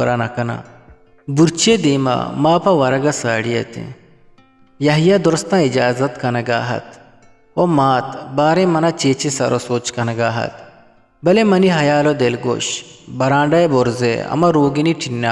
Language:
Eastern Balochi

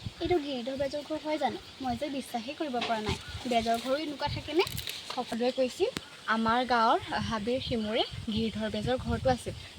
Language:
Assamese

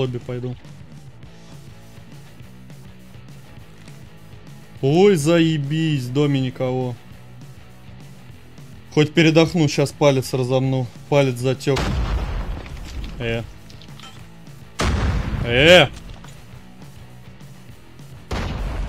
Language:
Russian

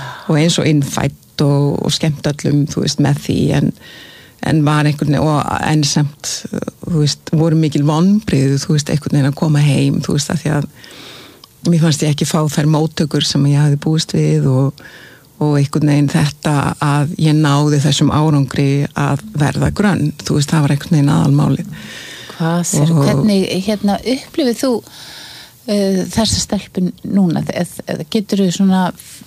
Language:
Icelandic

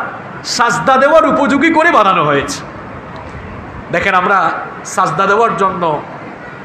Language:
Bangla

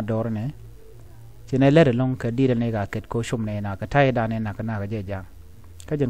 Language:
Nuer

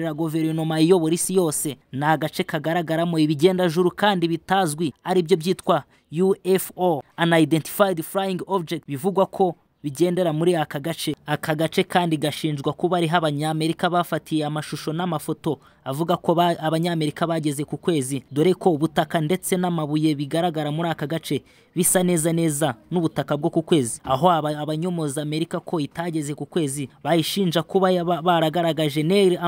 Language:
Kinyarwanda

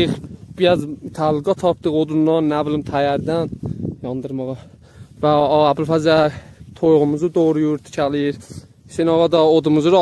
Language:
South Azerbaijani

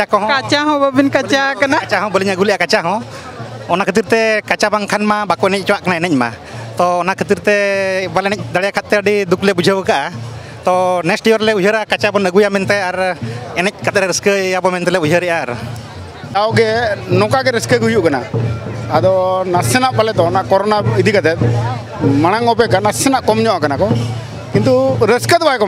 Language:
Santali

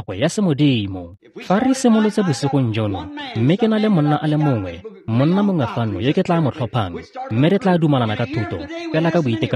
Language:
Tswana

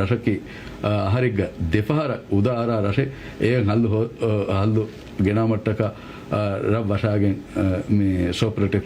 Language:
Divehi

